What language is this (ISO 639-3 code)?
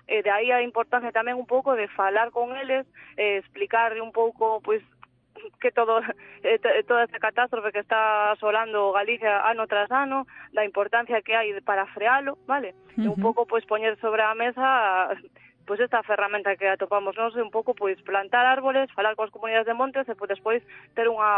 glg